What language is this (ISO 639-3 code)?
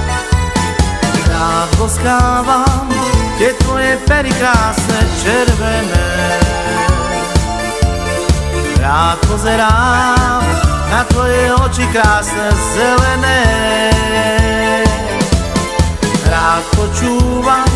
slk